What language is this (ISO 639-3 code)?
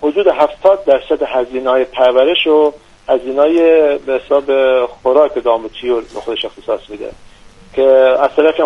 fas